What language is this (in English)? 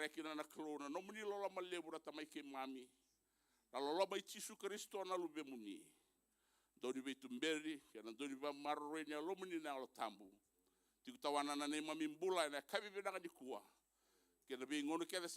Fijian